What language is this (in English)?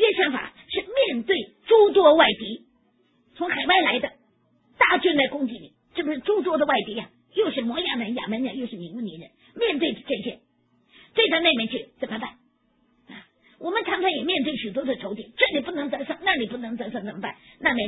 Chinese